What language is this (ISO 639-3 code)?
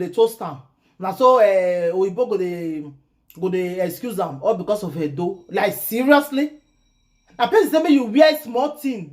pcm